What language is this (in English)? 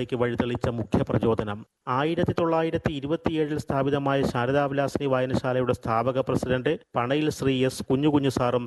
Malayalam